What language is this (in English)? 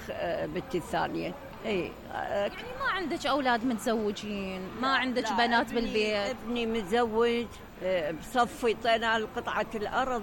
Mesopotamian Arabic